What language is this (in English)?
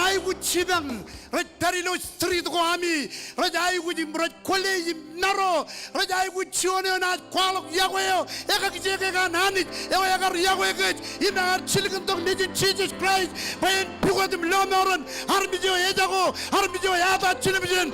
Marshallese